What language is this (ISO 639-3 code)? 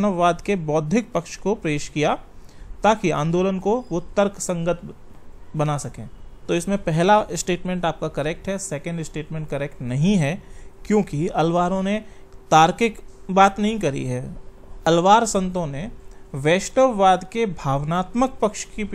hin